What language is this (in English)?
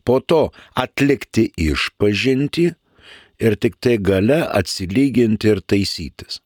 Lithuanian